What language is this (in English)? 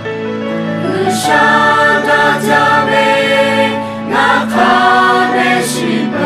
Lahu